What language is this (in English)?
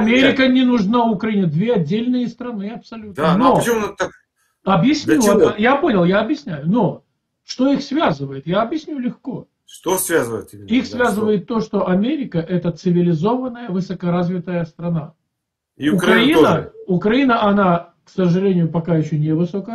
Russian